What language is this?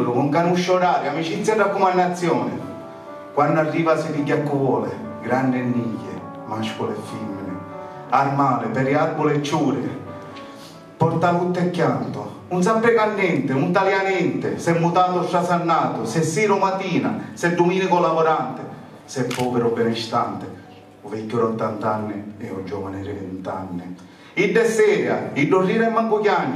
Sicilian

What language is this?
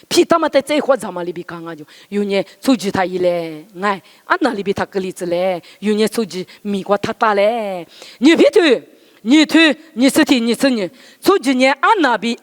Lisu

